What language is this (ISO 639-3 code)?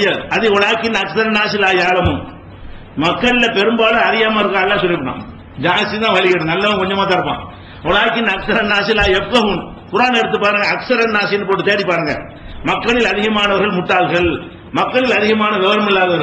tam